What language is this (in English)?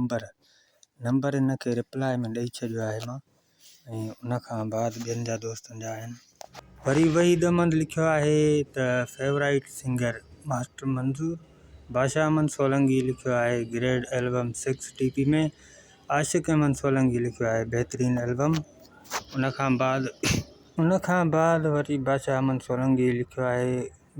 Sindhi